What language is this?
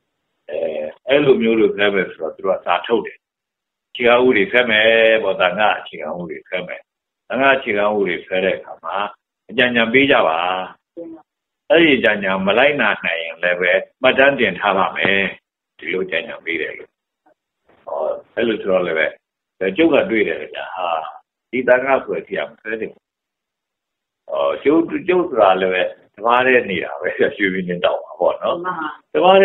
Burmese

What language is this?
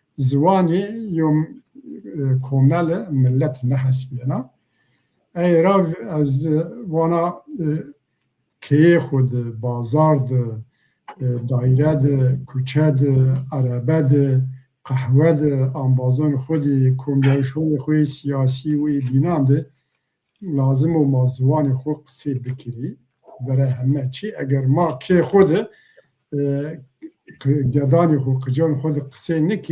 Zaza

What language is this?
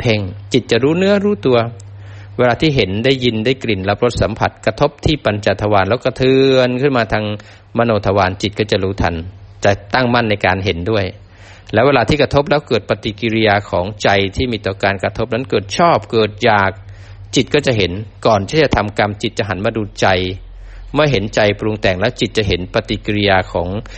Thai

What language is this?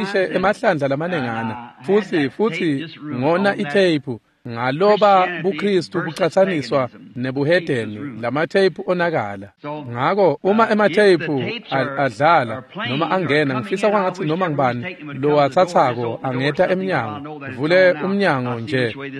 Swati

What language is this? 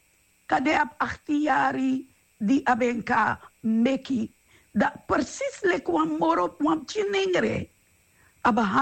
Sranan Tongo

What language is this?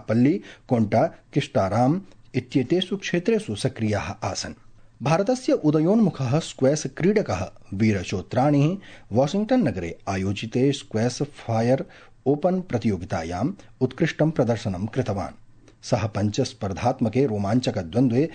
Sanskrit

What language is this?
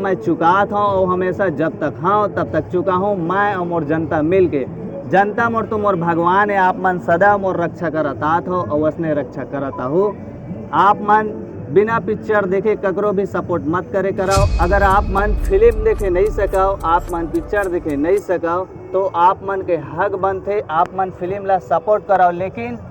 Chhattisgarhi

